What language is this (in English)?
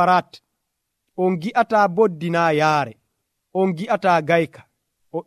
Nigerian Fulfulde